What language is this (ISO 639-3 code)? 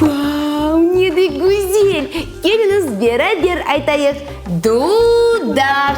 crh